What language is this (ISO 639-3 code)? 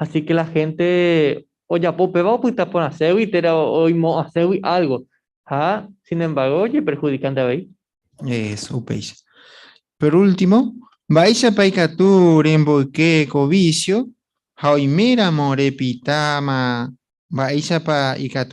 grn